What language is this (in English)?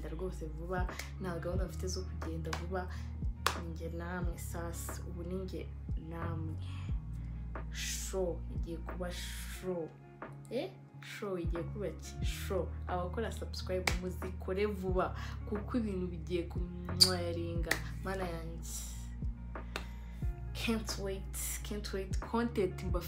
Kinyarwanda